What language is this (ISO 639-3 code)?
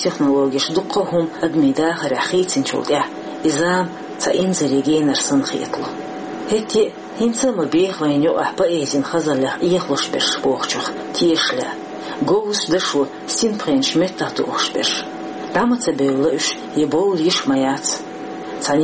che